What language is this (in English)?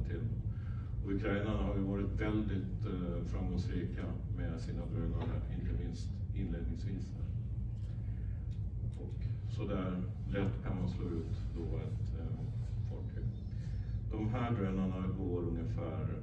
Swedish